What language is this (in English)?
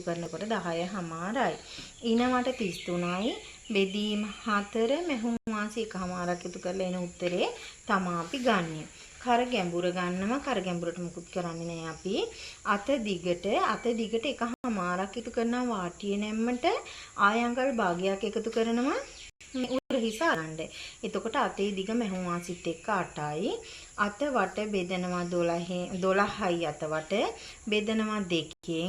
Sinhala